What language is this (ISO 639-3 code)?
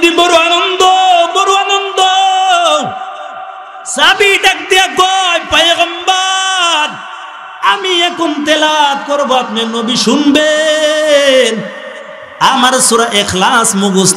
ben